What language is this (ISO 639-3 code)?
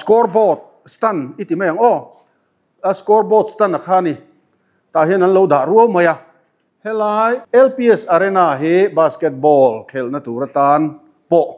lus